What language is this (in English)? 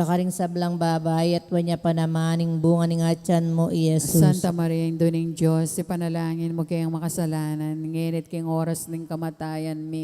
Pampanga